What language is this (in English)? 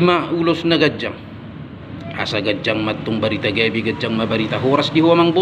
Batak Toba